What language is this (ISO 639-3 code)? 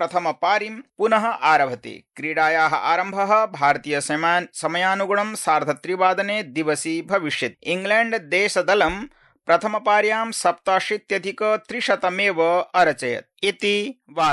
san